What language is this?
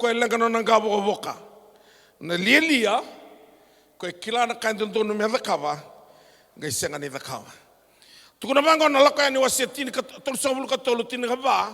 Fijian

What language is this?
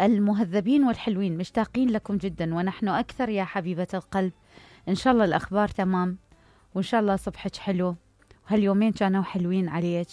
Mesopotamian Arabic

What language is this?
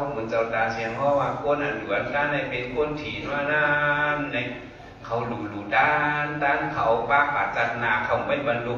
Shan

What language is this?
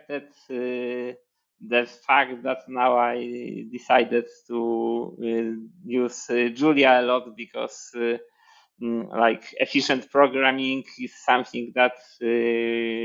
English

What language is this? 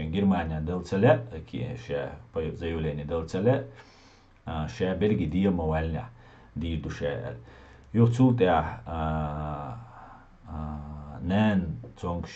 Chechen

